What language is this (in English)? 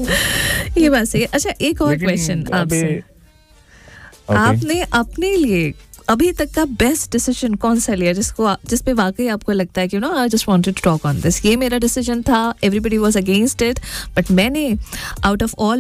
Hindi